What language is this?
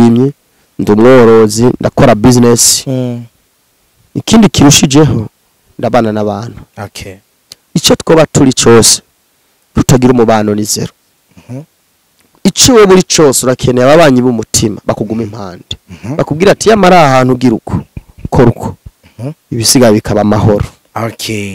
Rundi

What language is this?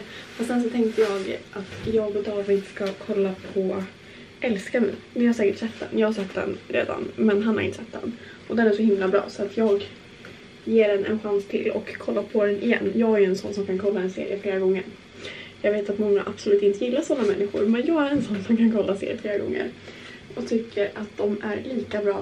Swedish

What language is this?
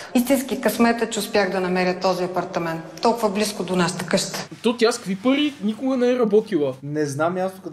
Bulgarian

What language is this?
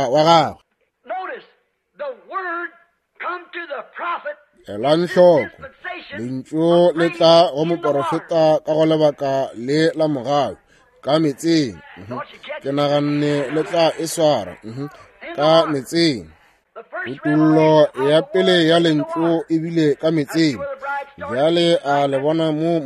Northern Sotho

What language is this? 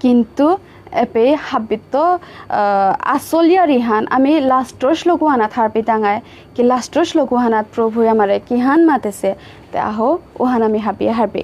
Bishnupriya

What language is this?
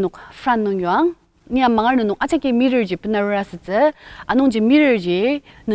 Ao Naga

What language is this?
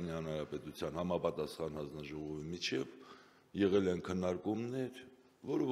Armenian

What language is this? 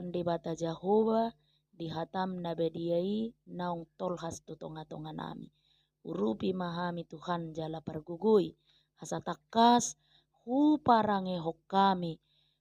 Batak Toba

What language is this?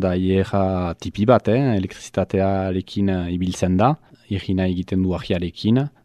Basque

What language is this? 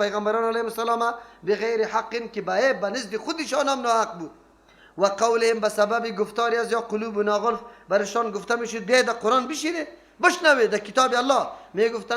Persian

